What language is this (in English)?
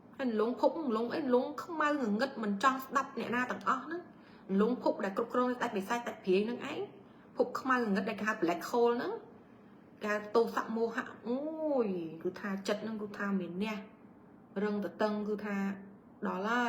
Khmer